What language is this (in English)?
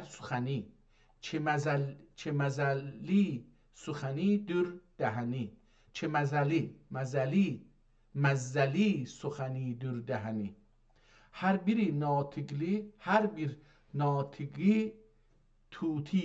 South Azerbaijani